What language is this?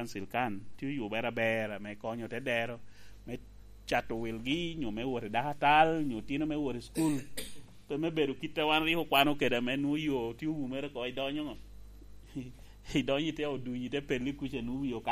Lango (Uganda)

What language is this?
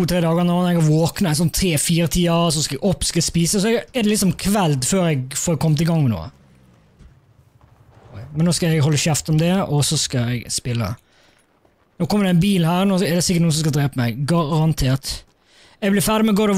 Norwegian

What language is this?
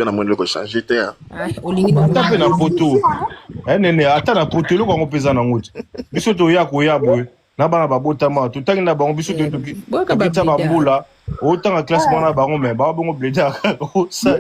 Lingala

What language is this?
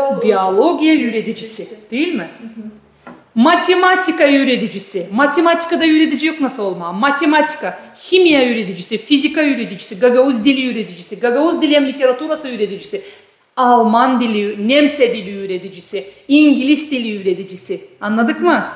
Gagauz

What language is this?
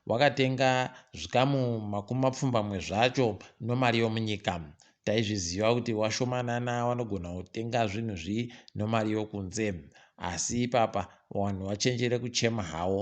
Ndau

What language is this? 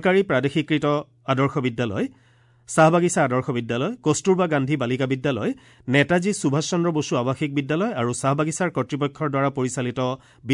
Assamese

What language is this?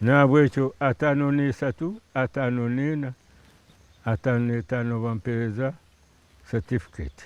Nyankole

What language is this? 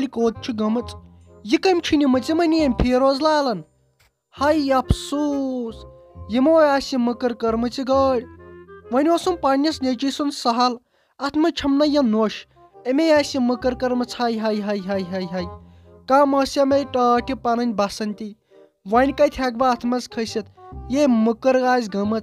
Kashmiri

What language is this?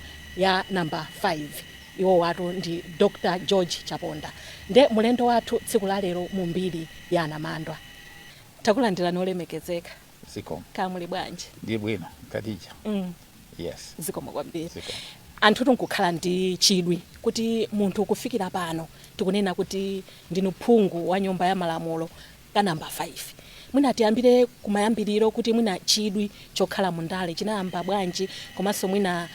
Nyanja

